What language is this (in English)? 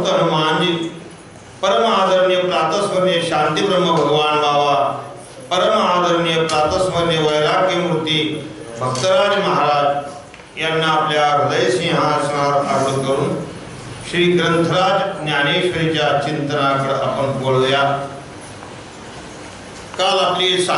Marathi